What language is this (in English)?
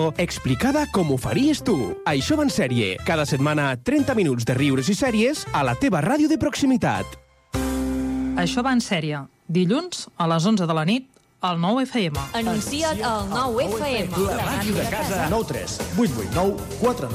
Catalan